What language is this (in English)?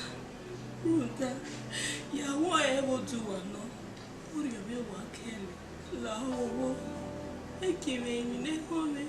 Bini